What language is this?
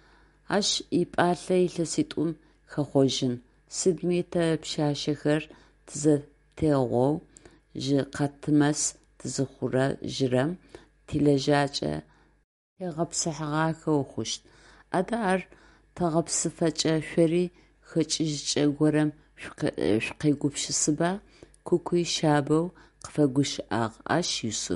Adyghe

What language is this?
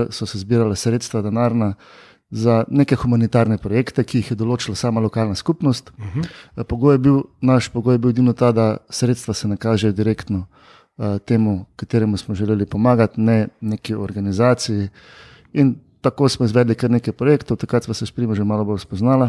Slovenian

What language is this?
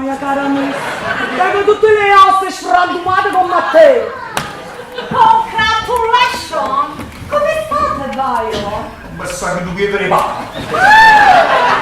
Neapolitan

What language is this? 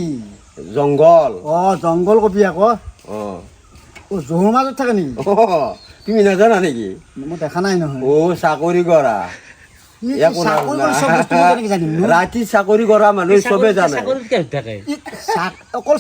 Assamese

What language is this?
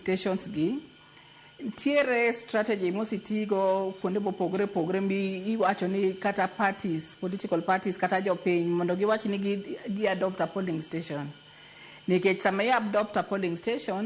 Luo (Kenya and Tanzania)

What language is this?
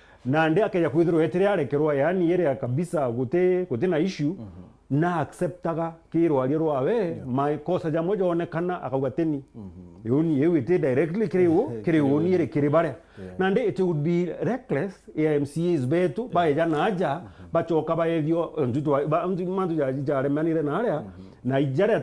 Meru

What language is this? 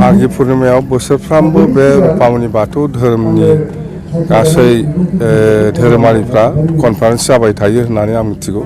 Bodo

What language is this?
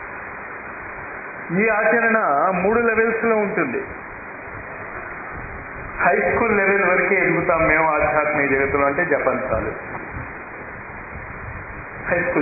Telugu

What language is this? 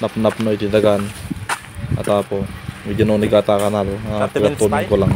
Iloko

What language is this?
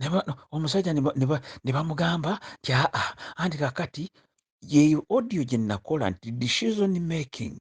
Ganda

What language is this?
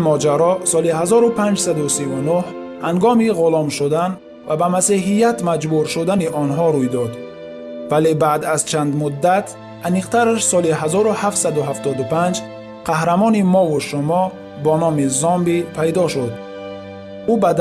Tajik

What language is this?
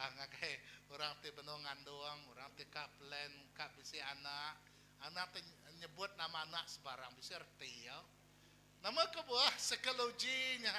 Iban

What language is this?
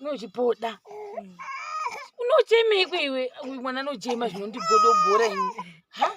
Shona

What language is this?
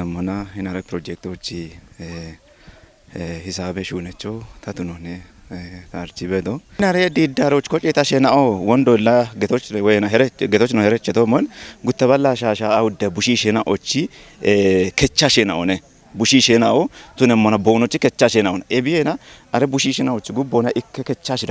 Kafa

